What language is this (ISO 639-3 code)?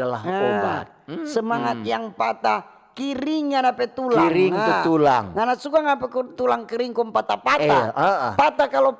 xmm